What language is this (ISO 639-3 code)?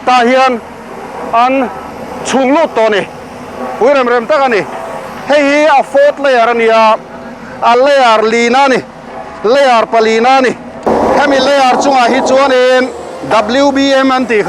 lus